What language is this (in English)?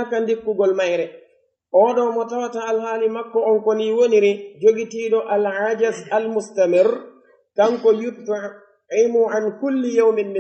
Pular